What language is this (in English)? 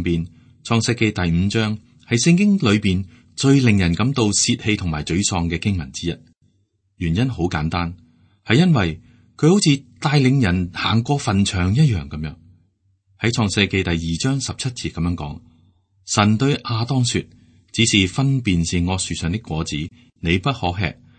Cantonese